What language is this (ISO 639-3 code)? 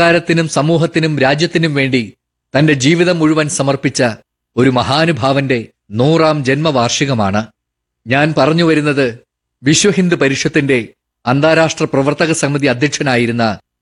mal